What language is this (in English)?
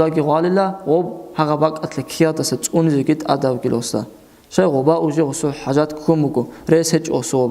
Avaric